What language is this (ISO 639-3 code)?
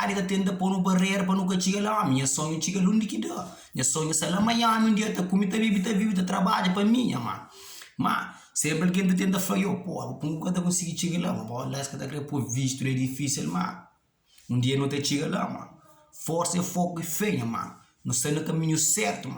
kea